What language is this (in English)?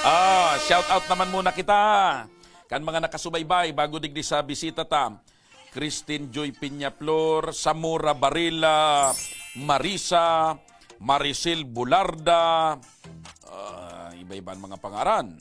Bikol